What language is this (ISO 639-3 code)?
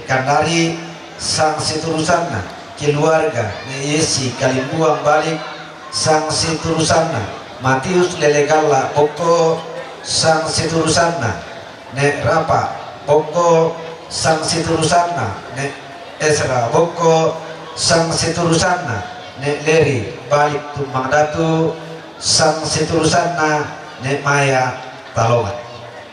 sda